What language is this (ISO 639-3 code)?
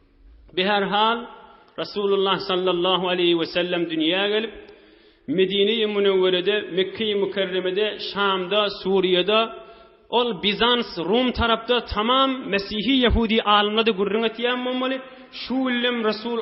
tuk